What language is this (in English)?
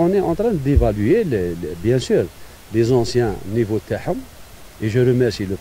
Algerian Arabic